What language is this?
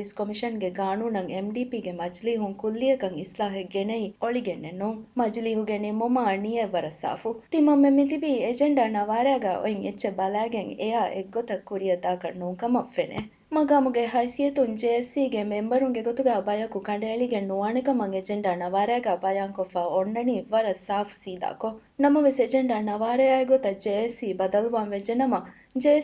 Divehi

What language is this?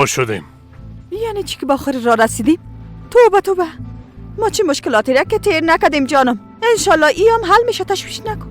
Persian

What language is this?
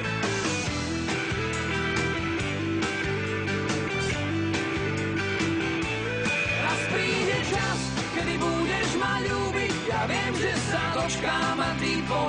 Slovak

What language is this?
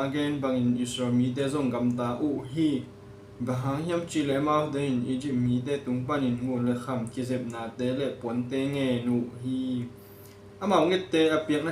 Tedim Chin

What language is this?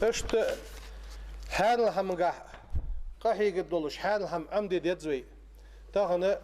Ingush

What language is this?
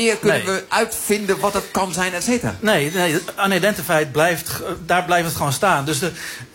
Dutch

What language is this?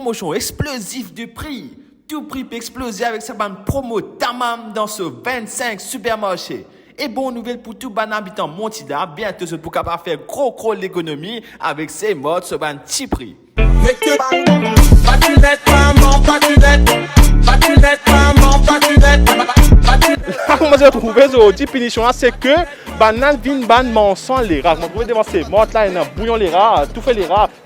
Morisyen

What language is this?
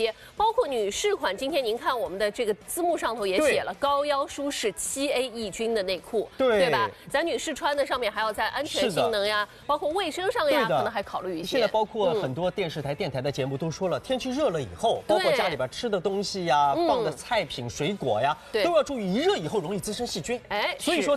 Chinese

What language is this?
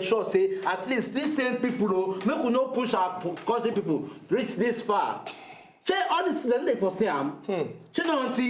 Nigerian Pidgin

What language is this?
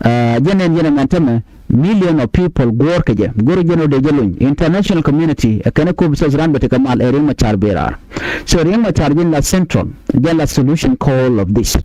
Nuer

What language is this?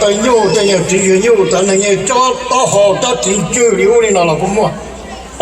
Hmong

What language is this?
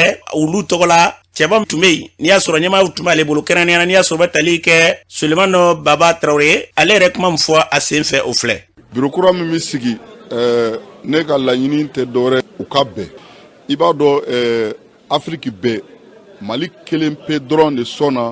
Bambara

